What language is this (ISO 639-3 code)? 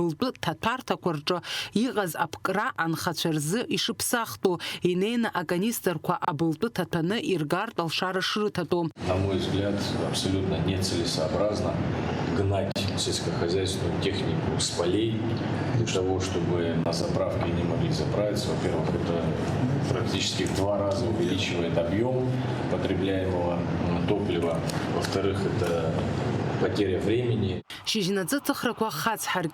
abk